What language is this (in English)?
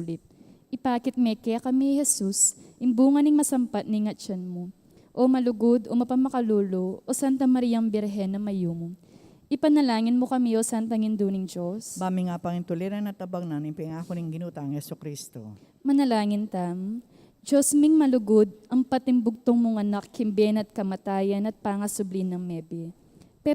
Pampanga